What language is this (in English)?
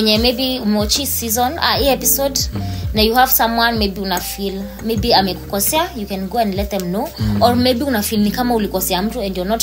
Swahili